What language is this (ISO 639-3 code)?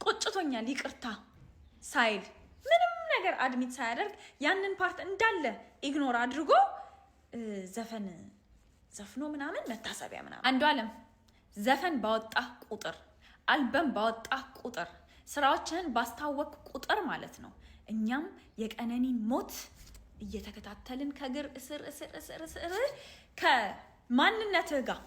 amh